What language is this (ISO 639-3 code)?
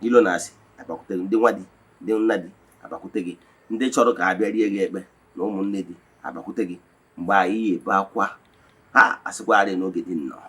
ibo